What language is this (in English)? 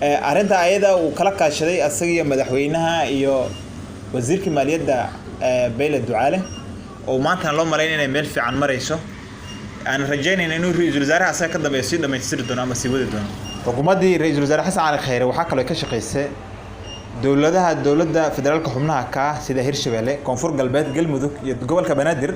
Somali